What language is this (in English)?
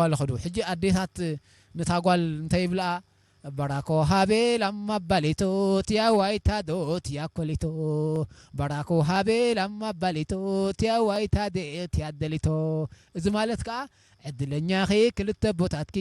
Tigre